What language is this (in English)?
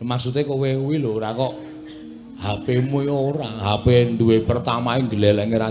Javanese